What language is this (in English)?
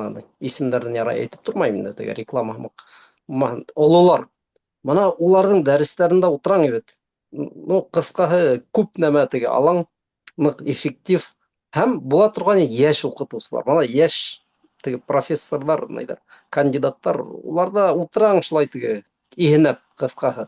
Bashkir